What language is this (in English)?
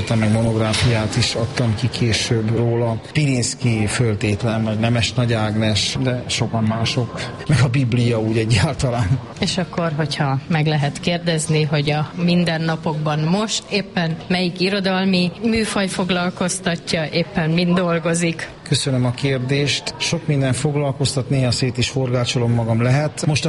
Hungarian